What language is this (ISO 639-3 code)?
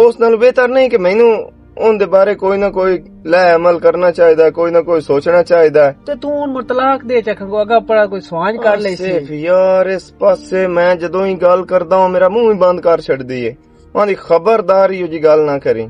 lah